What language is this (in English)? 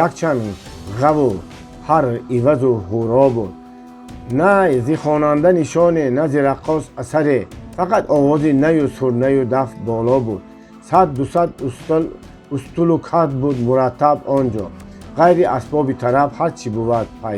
Tajik